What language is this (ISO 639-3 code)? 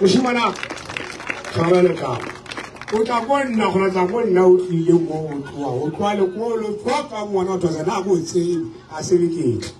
nso